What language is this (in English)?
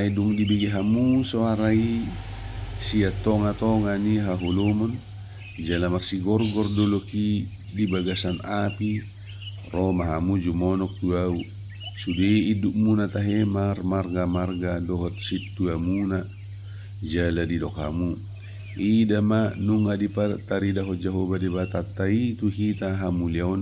Batak Toba